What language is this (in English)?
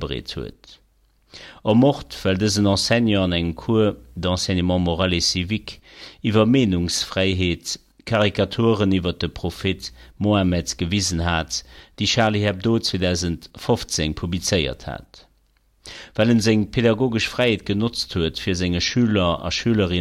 Luxembourgish